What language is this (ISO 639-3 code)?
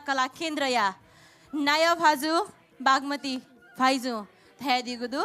new